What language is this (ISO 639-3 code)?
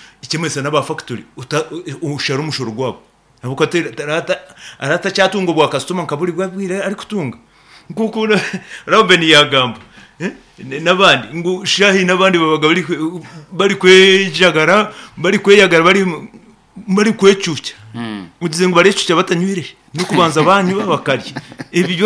nyn